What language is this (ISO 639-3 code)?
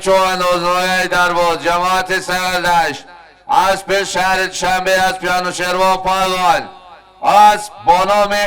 tgk